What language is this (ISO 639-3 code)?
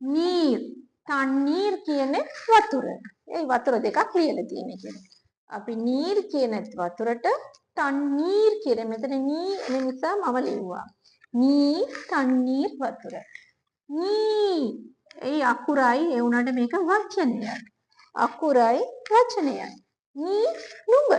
sin